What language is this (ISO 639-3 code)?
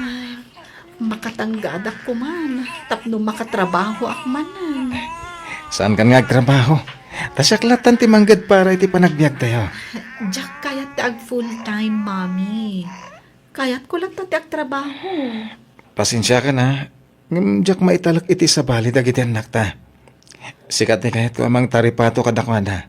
ilo